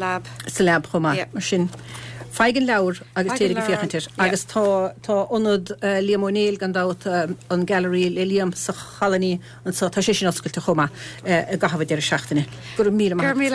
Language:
Irish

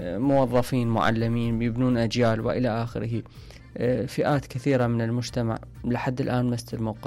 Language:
Mesopotamian Arabic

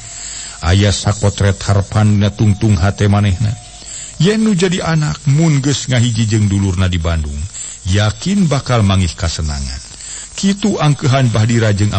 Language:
Sundanese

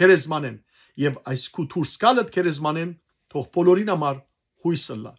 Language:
Western Armenian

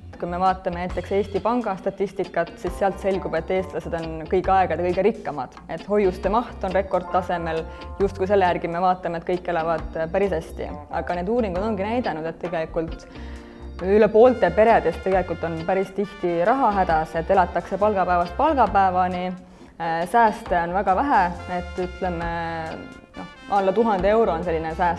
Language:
Estonian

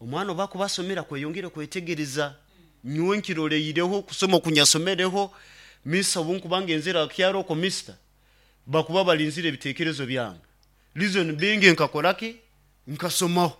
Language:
Nyoro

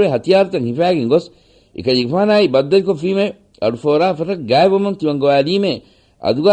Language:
Divehi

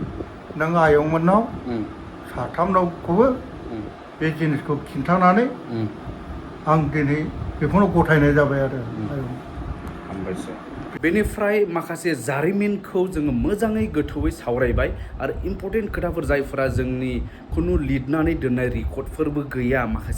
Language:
Bodo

